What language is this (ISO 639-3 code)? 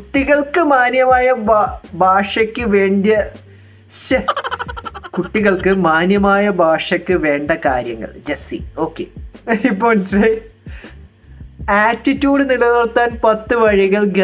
mal